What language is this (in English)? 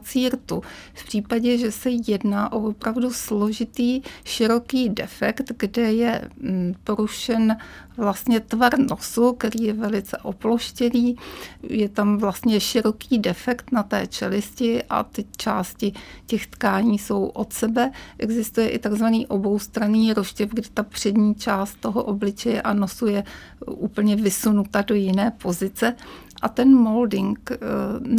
Czech